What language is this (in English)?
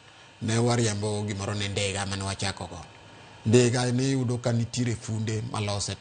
Luo (Kenya and Tanzania)